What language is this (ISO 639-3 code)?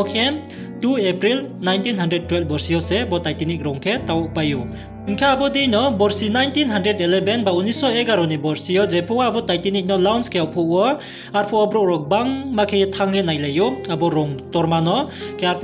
ria